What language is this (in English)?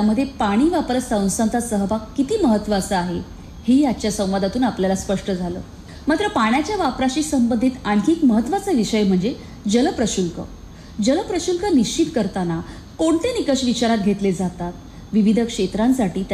Marathi